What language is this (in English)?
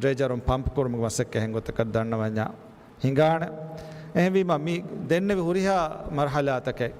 Divehi